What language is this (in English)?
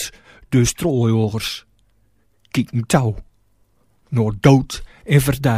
Gronings